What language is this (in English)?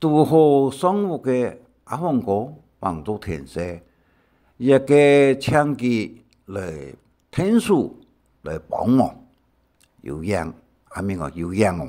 Hakka Chinese